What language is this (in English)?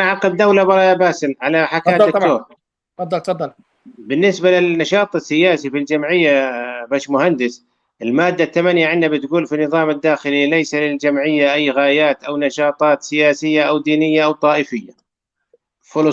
North Levantine Arabic